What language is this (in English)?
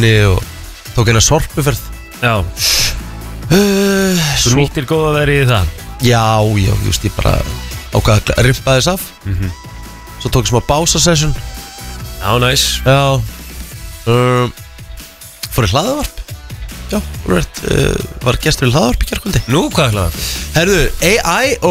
Icelandic